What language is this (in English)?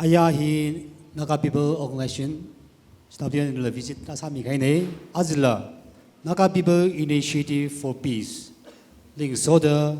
Tangkhul Naga (India)